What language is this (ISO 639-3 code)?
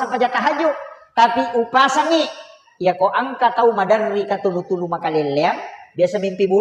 bug